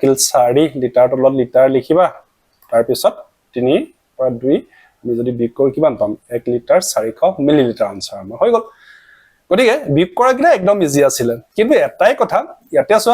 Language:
Assamese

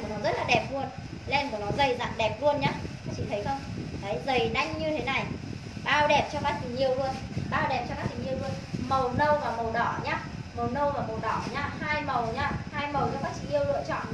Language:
Vietnamese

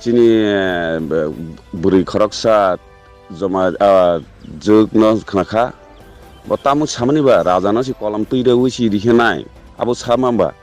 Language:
Riang (India)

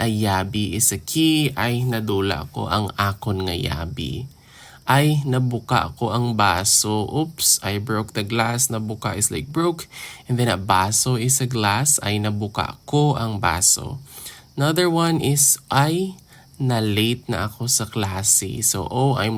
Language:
Hiligaynon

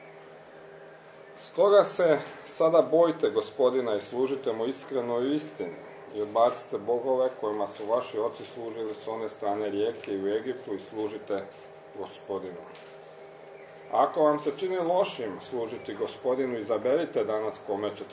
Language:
Croatian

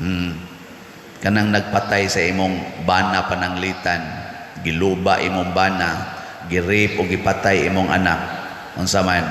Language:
Cebuano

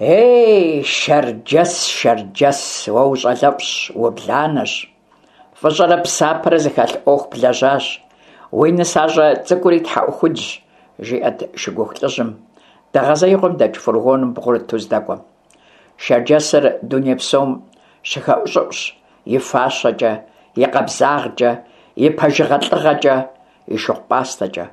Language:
Kabardian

